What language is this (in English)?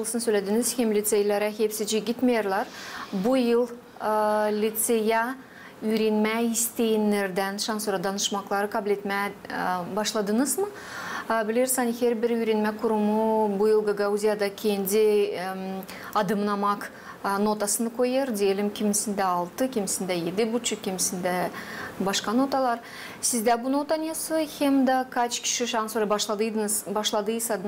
Gagauz